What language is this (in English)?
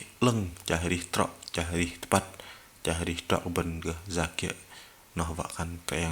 Bahnar